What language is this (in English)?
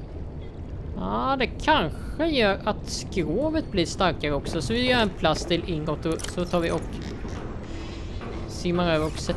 Swedish